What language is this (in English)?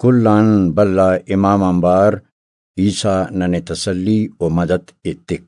Brahui